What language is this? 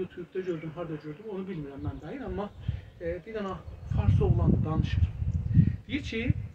South Azerbaijani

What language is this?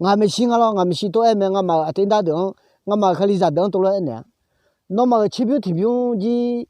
Akha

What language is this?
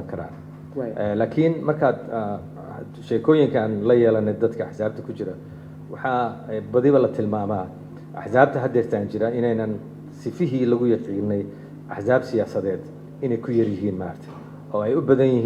Somali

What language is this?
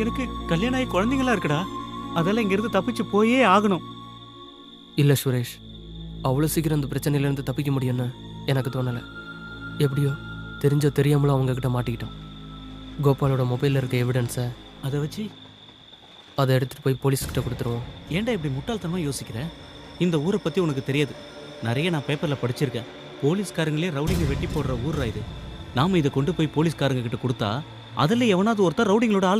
Tamil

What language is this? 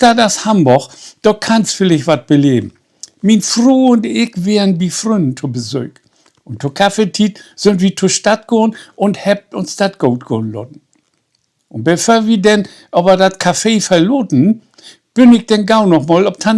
Low German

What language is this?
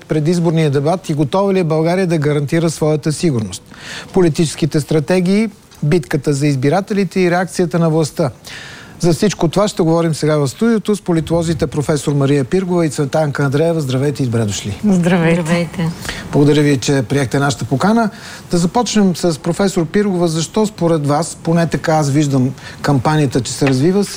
Bulgarian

